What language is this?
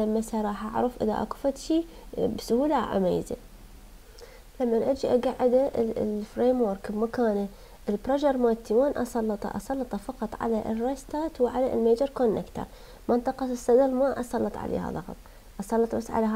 Mesopotamian Arabic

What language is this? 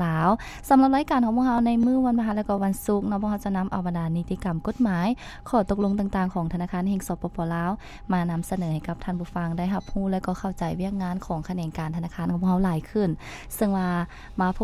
Lao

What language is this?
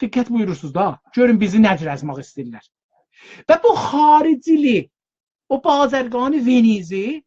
South Azerbaijani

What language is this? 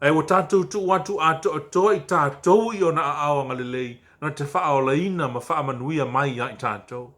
Samoan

